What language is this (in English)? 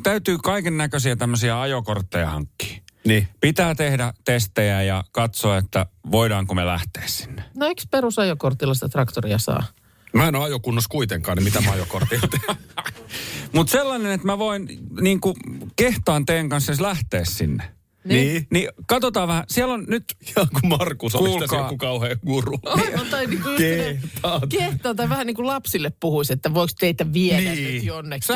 Finnish